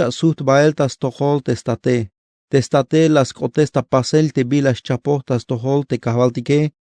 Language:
Tzeltal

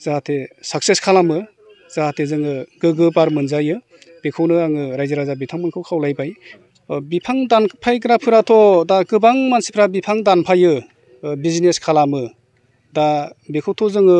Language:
Bodo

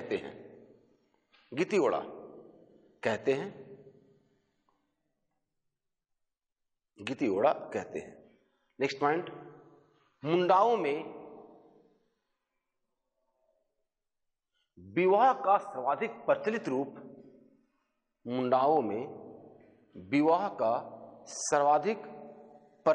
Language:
Hindi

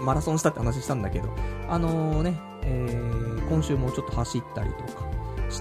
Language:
Japanese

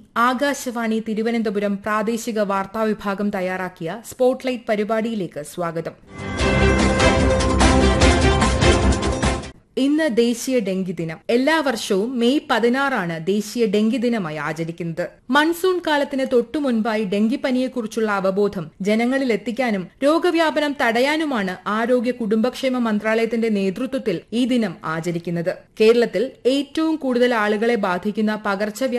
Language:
Malayalam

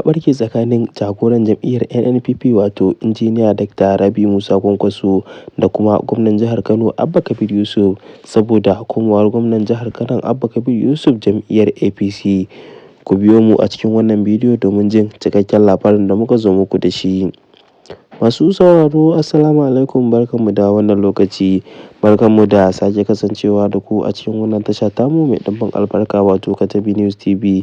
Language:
Hausa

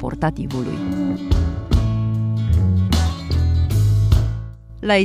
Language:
Romanian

